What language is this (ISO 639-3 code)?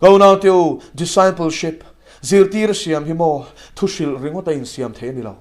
lus